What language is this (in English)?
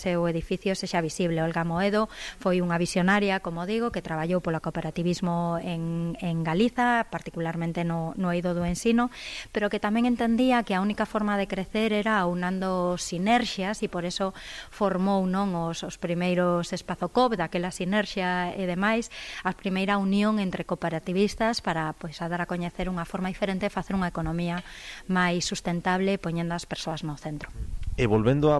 Galician